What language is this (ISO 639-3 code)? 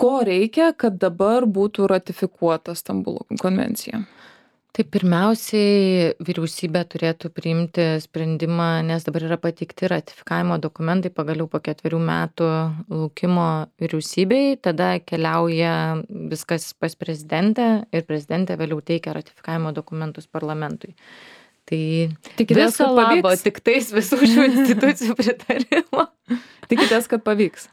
lit